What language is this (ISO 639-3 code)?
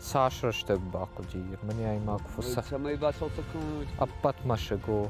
oss